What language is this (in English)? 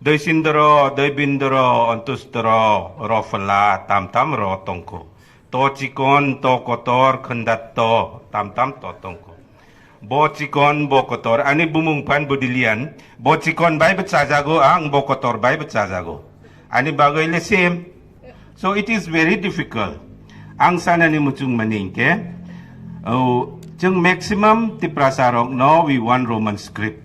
Kok Borok